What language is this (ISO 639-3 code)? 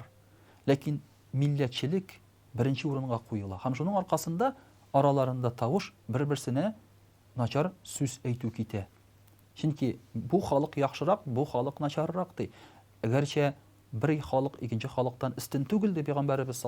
tat